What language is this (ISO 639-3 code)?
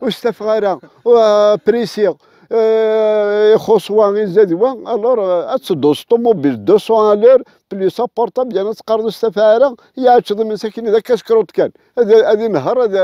kab